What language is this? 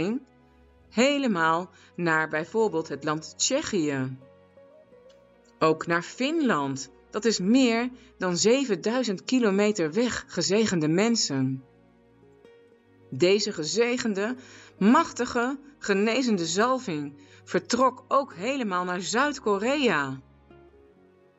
Dutch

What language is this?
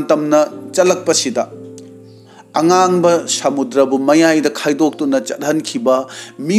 Manipuri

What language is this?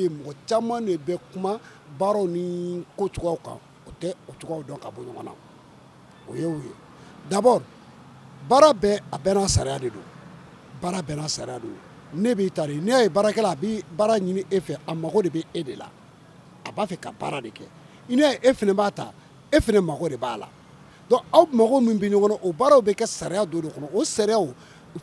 Bambara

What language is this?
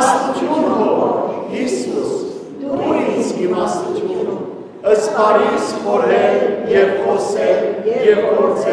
Western Armenian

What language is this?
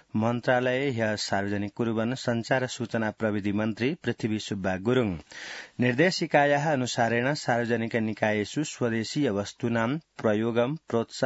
Sanskrit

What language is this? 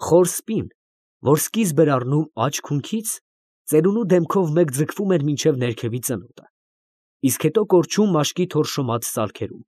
Armenian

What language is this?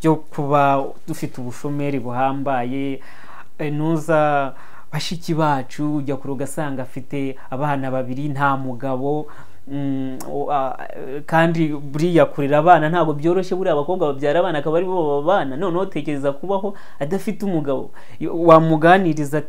Kinyarwanda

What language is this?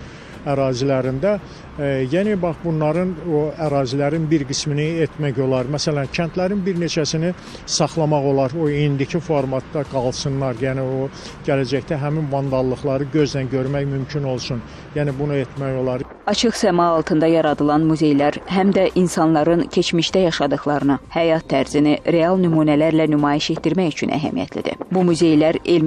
Azerbaijani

